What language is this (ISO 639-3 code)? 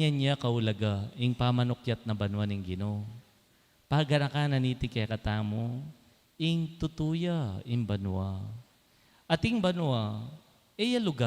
pam